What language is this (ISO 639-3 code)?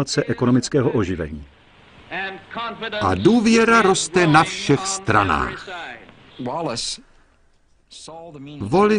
ces